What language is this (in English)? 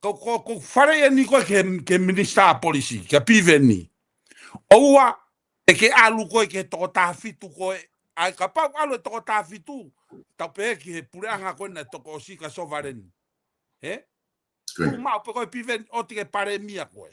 Tongan